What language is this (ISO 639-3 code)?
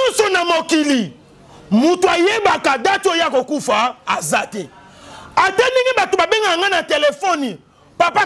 lin